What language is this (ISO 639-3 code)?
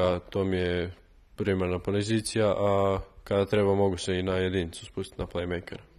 hrv